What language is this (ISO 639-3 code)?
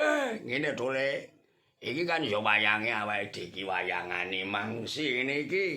jav